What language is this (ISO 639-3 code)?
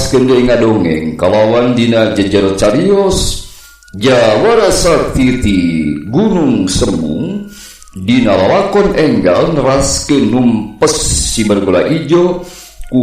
sun